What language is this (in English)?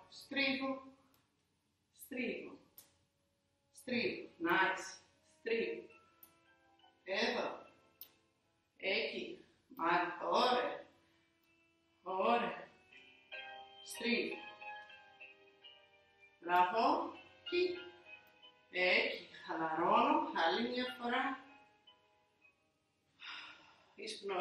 Greek